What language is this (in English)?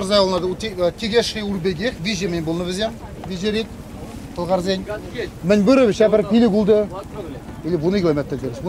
Chuvash